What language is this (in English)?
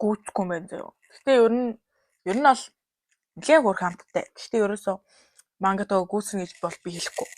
Mongolian